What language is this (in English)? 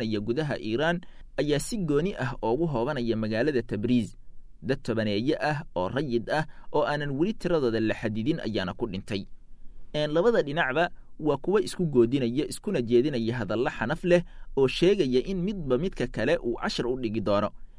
Somali